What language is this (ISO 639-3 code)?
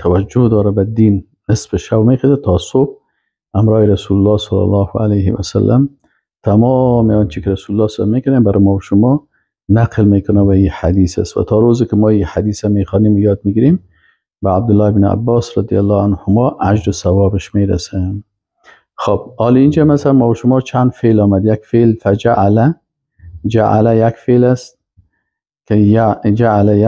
fas